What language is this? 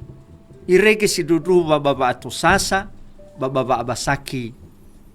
Nias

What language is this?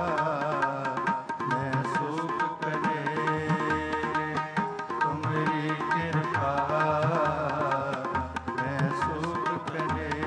Punjabi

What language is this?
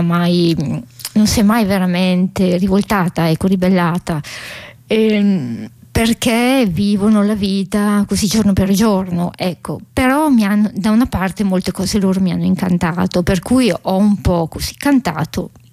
Italian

